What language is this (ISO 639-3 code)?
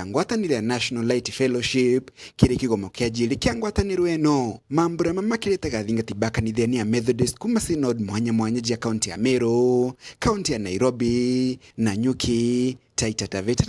mer